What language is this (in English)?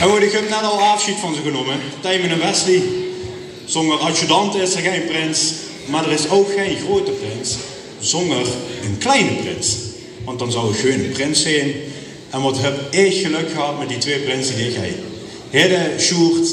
Limburgish